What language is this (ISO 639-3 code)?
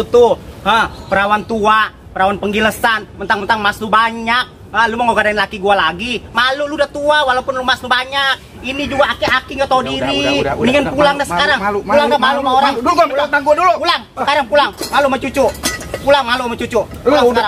bew